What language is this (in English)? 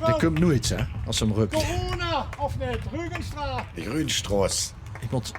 Limburgish